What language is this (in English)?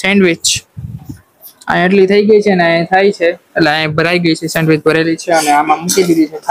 Gujarati